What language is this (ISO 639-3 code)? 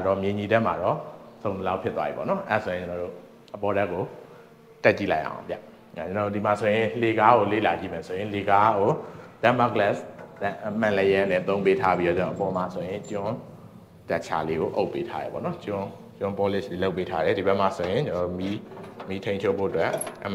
mya